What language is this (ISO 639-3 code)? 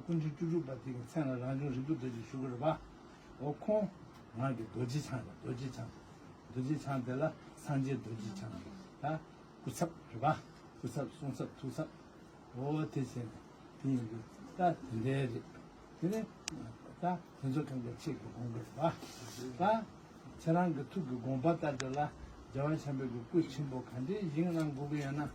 bod